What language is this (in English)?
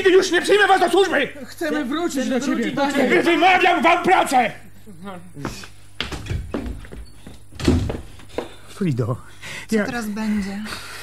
Polish